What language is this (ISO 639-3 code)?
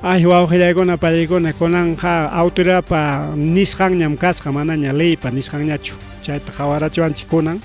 quy